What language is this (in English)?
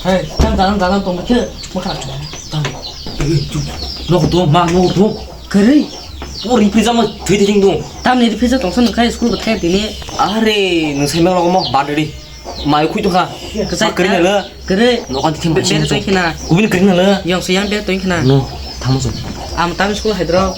Kok Borok